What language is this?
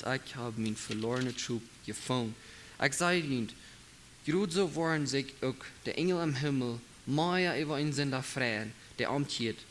Plautdietsch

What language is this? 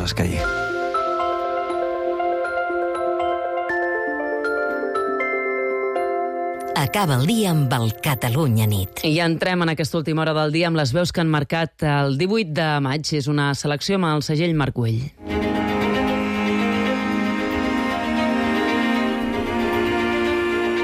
Catalan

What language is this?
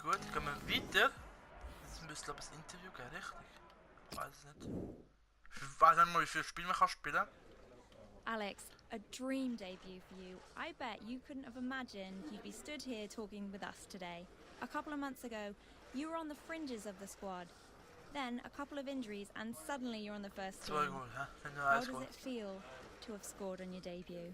Swiss German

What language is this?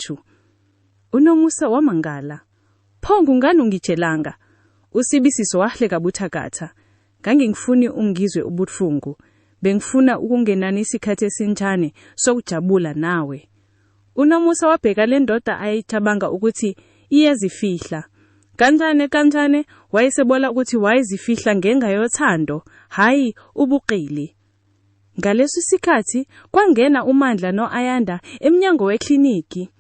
Zulu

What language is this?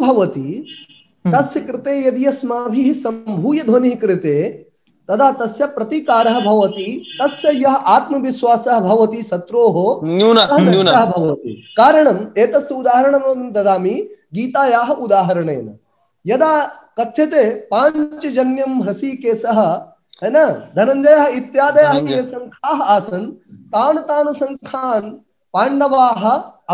Sanskrit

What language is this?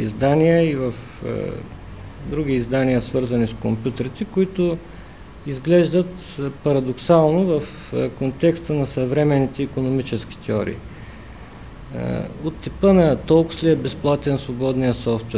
Bulgarian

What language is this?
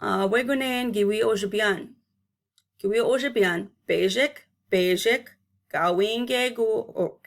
Chippewa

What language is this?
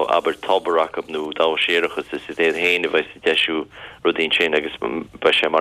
Irish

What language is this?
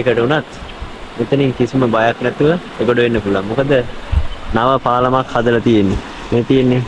Sinhala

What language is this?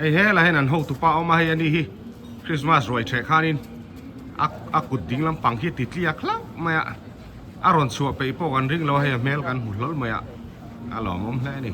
Mizo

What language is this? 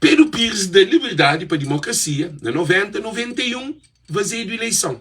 Kabuverdianu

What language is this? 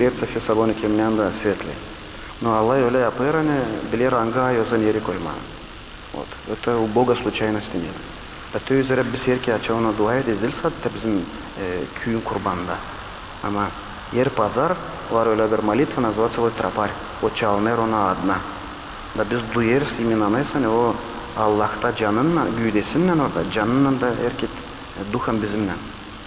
Gagauz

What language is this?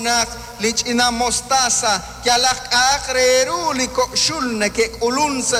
Kekchí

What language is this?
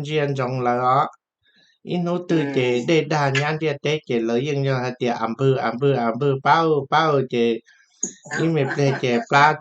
Hmong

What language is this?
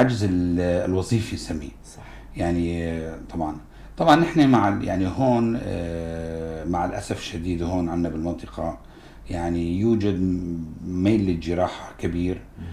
North Levantine Arabic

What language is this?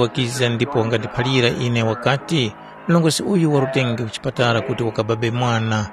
Tumbuka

